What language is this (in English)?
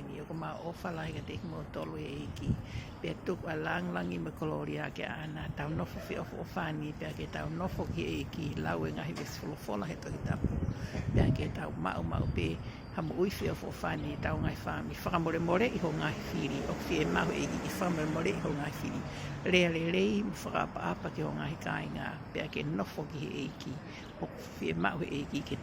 Tongan